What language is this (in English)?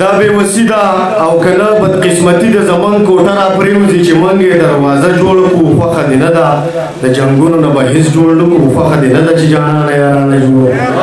Pashto